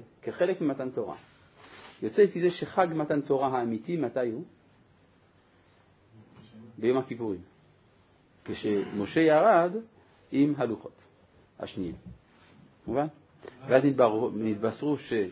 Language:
Hebrew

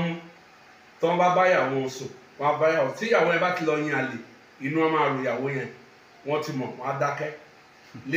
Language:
Yoruba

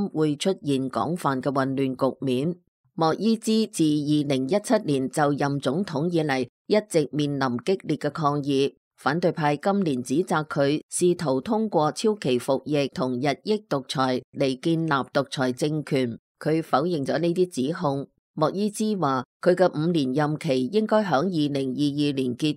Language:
Cantonese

